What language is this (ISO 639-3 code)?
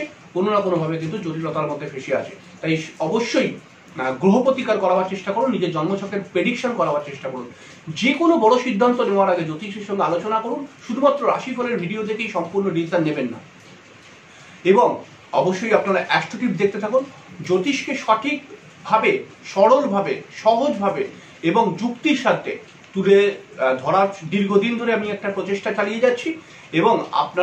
ben